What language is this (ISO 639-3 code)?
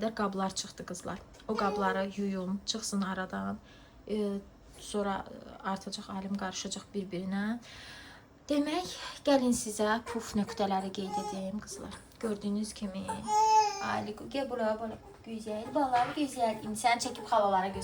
aze